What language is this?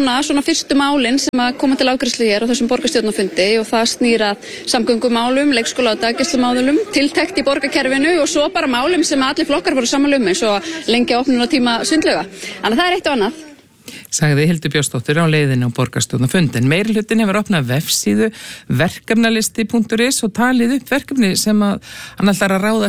Icelandic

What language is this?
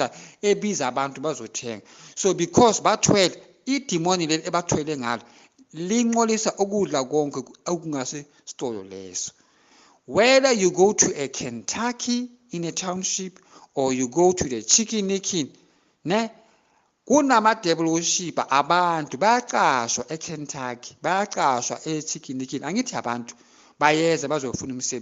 Zulu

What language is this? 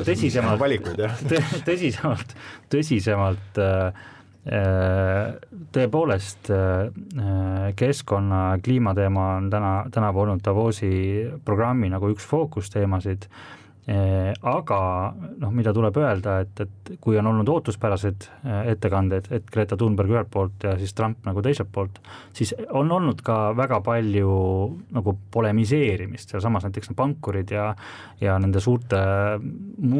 Estonian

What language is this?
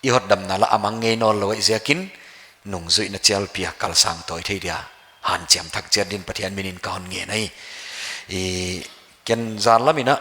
Paite Chin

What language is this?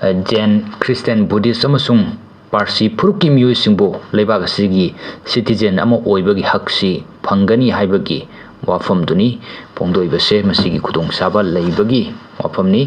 Manipuri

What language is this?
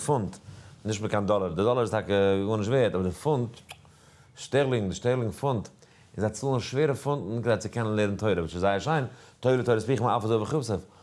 Yiddish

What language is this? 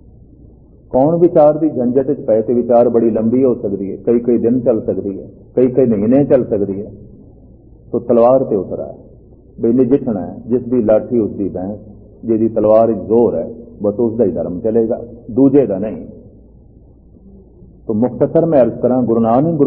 Punjabi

